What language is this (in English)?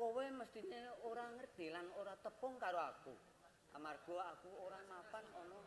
Javanese